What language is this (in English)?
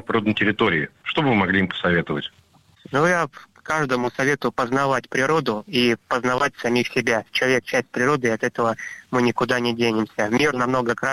Russian